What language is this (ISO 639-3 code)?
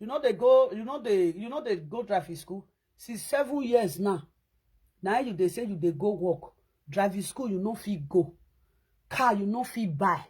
pcm